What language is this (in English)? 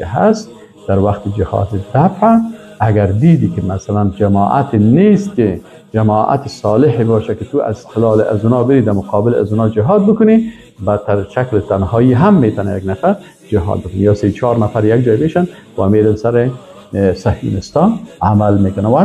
Persian